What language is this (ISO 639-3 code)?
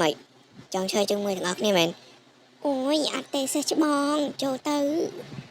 khm